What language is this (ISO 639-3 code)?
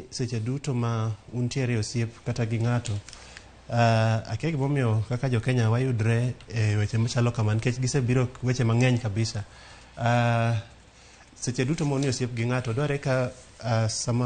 luo